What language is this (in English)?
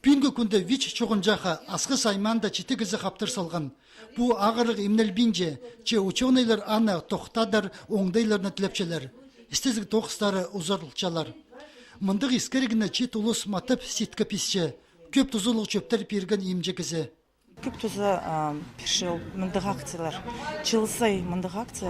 Khakas